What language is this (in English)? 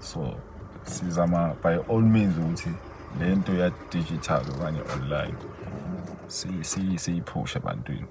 Zulu